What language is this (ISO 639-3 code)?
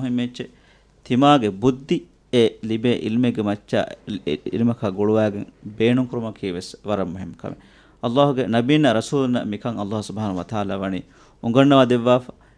div